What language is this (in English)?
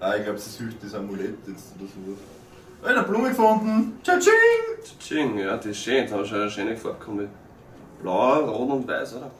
Bavarian